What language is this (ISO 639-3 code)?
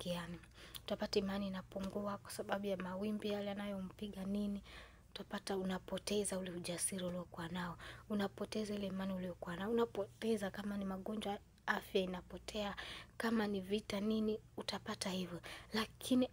swa